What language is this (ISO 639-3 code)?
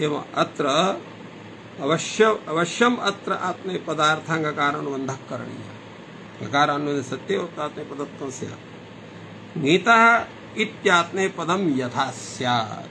san